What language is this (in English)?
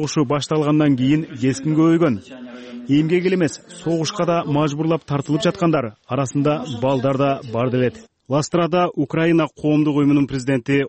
Kyrgyz